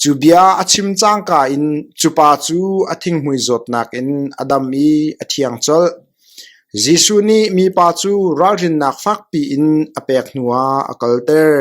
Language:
Hakha Chin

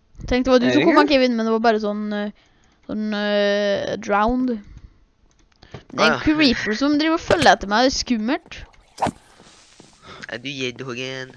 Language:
Norwegian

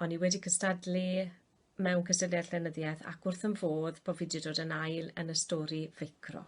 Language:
Welsh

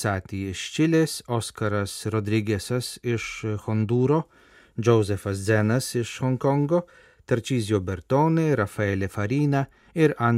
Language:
Lithuanian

